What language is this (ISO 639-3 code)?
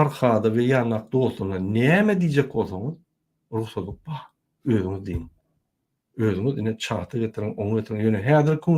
tuk